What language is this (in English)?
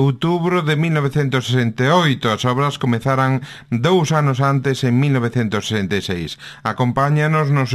Galician